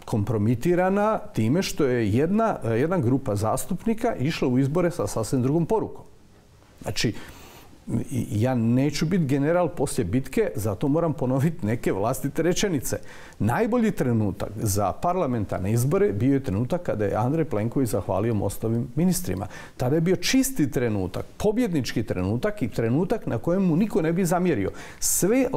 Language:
Croatian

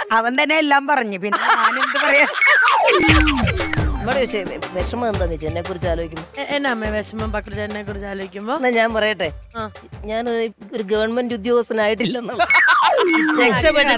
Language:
Malayalam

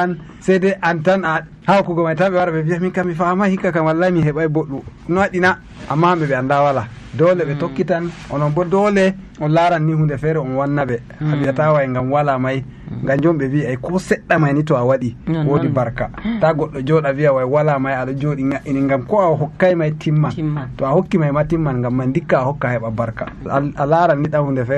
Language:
Nigerian Fulfulde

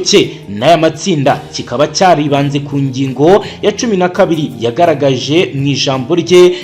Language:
Kinyarwanda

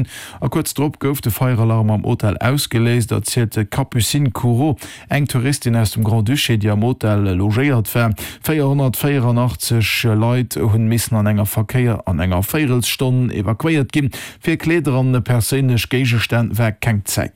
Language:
Luxembourgish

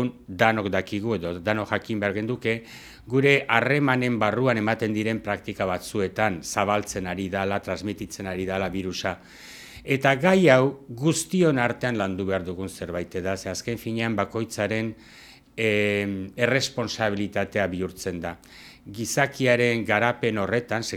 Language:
Basque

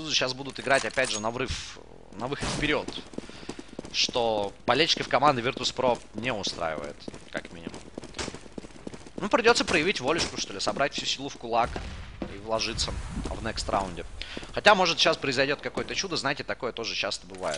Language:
Russian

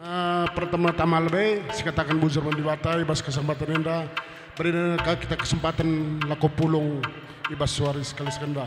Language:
Batak Karo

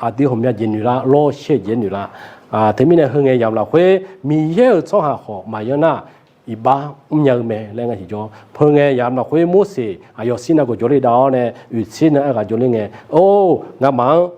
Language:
Akha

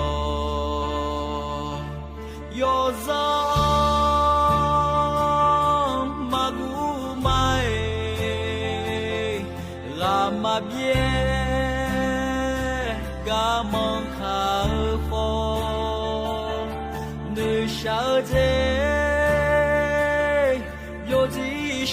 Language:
Akha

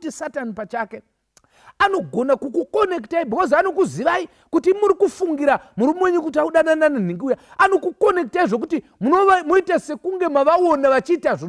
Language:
Shona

